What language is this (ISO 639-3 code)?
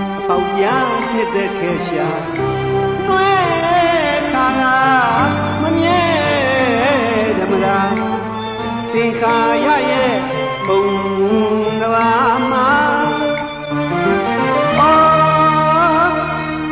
mya